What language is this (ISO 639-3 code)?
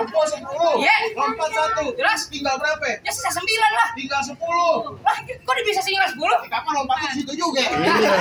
bew